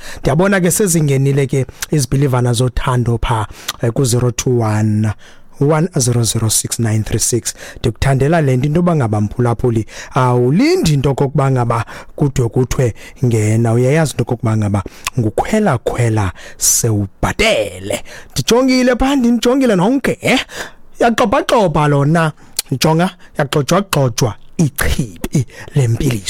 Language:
Xhosa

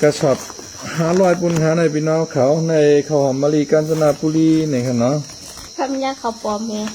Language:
Shan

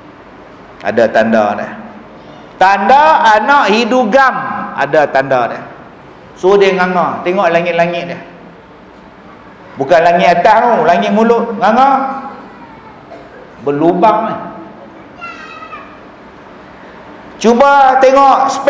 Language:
Malay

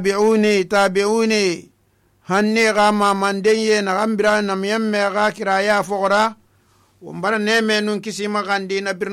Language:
Susu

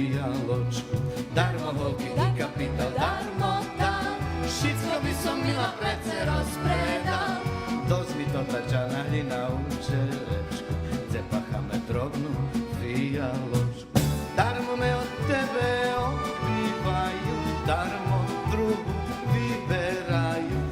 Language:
Rusyn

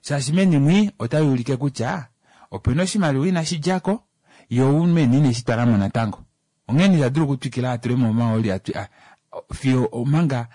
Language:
Kuanyama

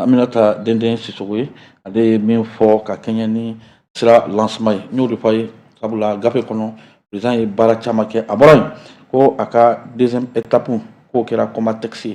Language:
Bambara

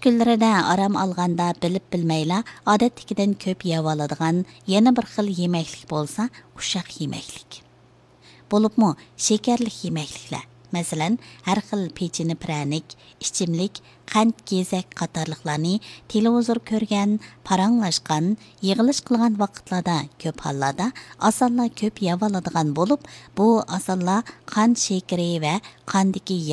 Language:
Uyghur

